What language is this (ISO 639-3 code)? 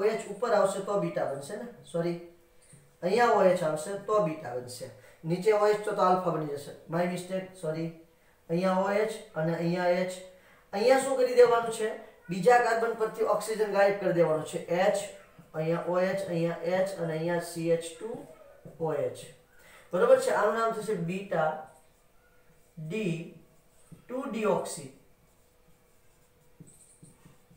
guj